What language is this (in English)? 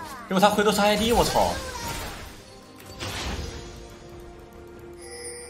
Chinese